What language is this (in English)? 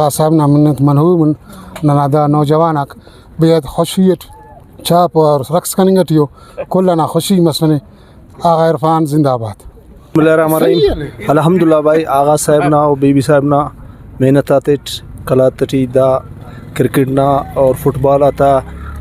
Brahui